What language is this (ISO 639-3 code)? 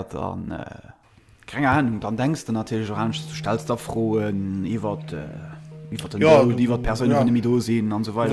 ltz